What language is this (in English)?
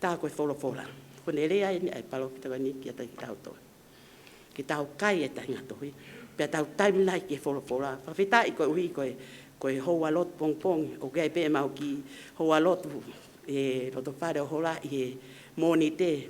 Tongan